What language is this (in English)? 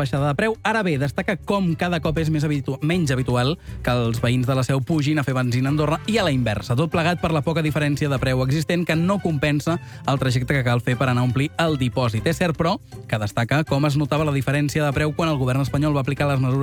Catalan